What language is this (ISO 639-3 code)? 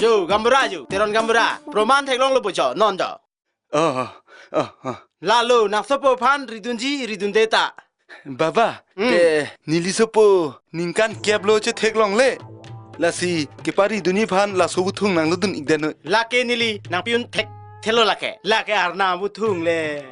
mjw